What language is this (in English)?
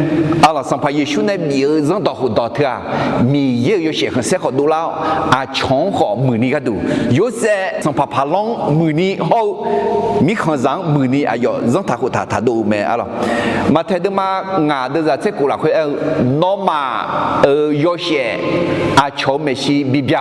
Akha